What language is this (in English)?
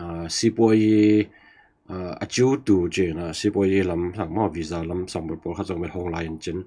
Tedim Chin